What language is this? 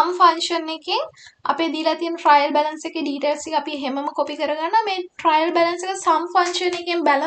Sinhala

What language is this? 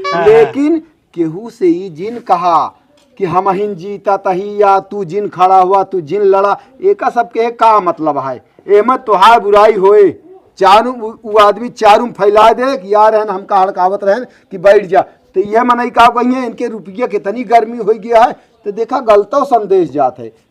Awadhi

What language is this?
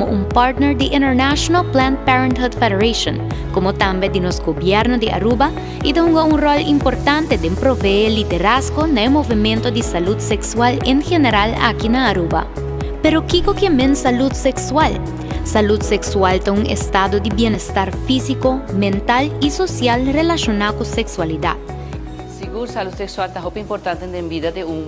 Papiamento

